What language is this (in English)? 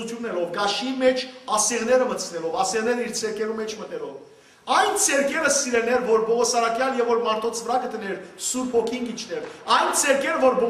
Western Armenian